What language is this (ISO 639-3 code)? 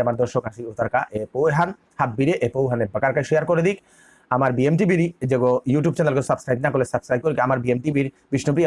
bpy